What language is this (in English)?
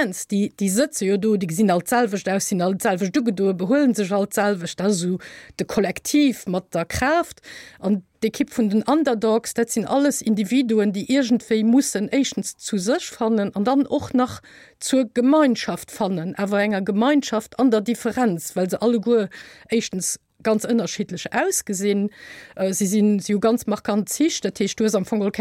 Luxembourgish